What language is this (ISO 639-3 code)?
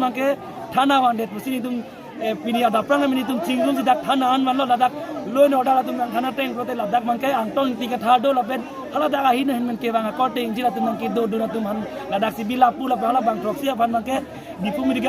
mjw